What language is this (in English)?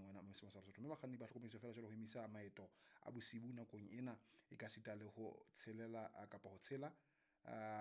Southern Sotho